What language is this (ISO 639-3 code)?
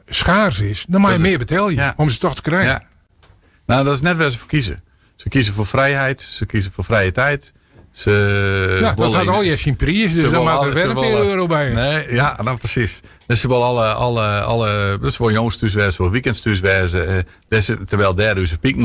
fry